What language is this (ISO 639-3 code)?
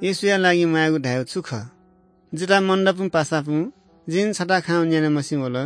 new